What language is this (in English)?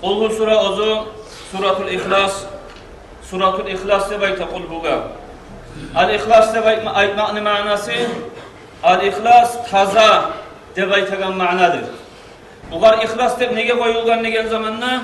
Kumyk